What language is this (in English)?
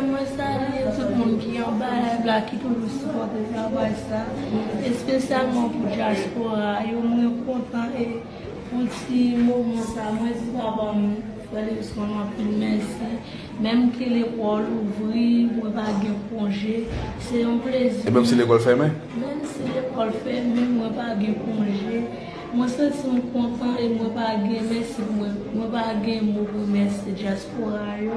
Haitian Creole